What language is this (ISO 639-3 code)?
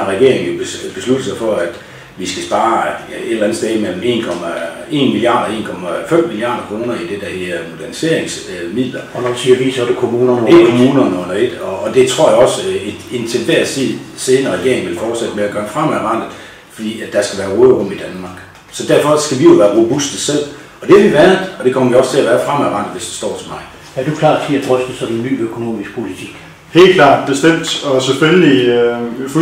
dan